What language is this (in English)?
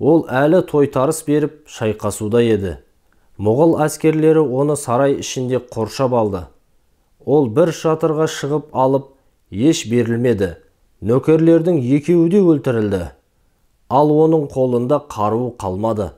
Kazakh